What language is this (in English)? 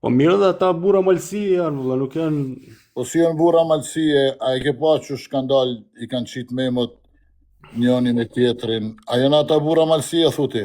Albanian